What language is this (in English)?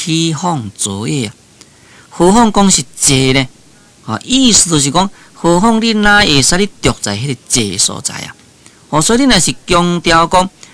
Min Nan Chinese